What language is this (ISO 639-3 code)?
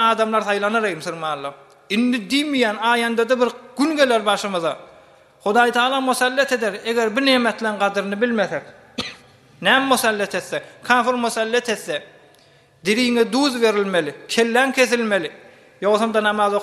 tuk